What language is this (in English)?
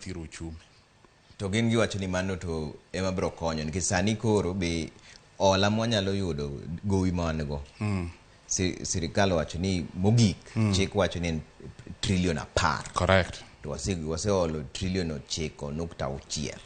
Luo (Kenya and Tanzania)